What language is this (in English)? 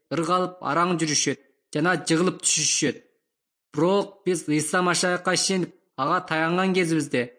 Kyrgyz